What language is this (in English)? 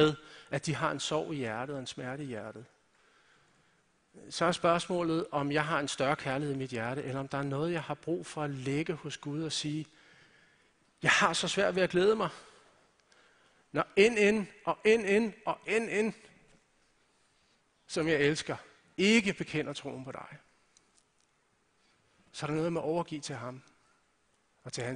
Danish